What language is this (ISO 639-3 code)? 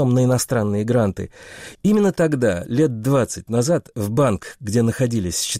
rus